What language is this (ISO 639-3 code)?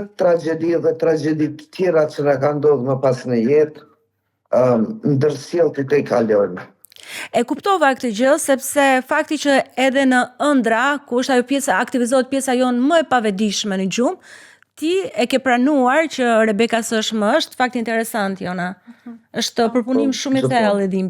sqi